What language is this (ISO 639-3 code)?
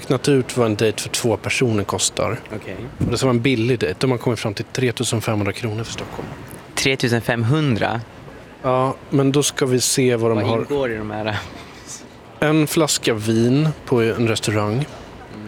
swe